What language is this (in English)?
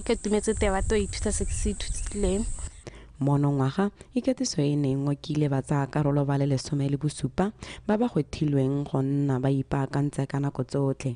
Tswana